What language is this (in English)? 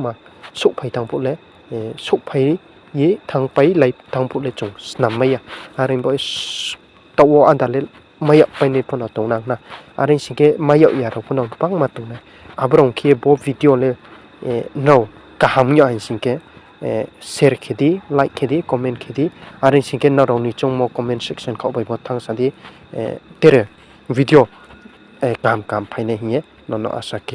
Riang (India)